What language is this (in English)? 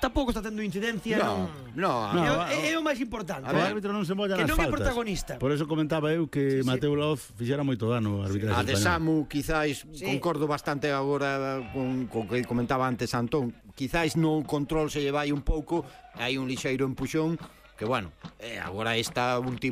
Galician